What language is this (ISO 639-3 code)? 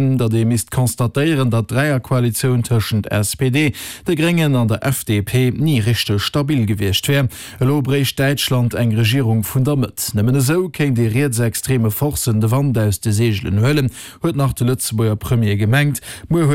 ltz